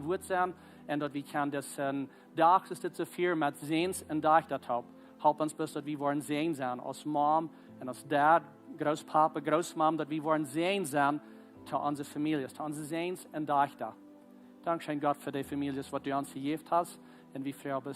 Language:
Plautdietsch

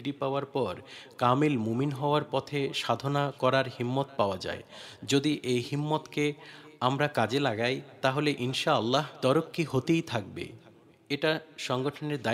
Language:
Bangla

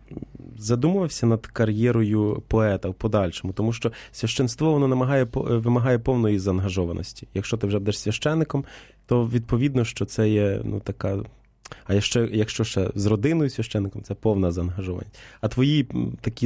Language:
Ukrainian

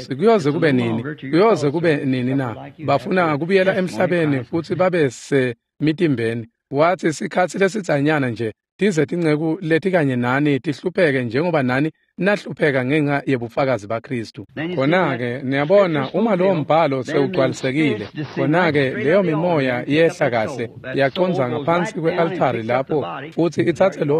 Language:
Swati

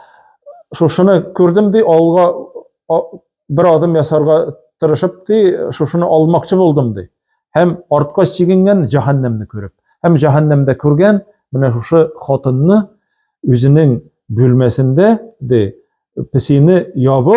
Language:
Tatar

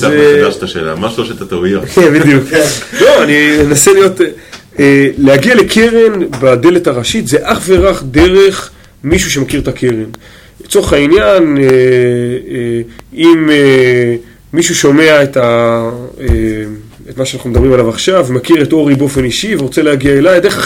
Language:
Hebrew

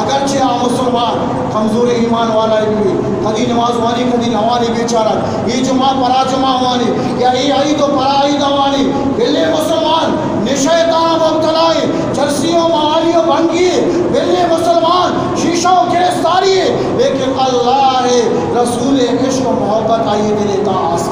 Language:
Eastern Balochi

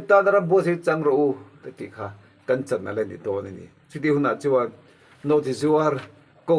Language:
Mizo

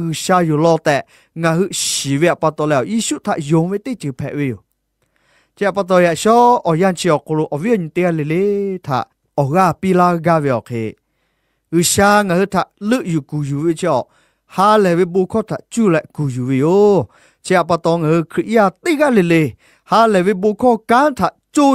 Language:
Lahu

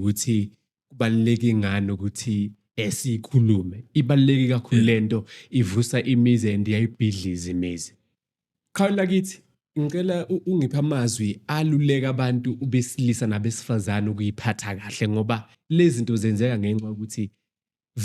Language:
Zulu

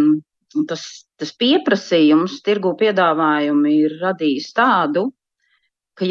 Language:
Latvian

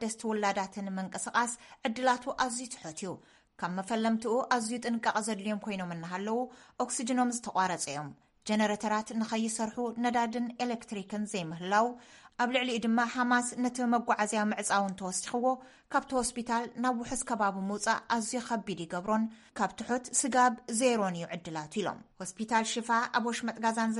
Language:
Tigrinya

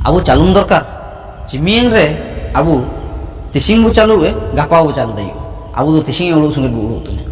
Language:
Ho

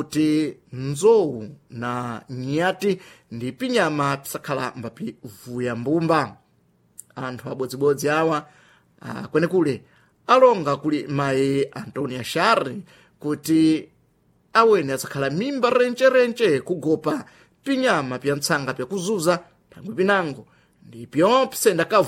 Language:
Sena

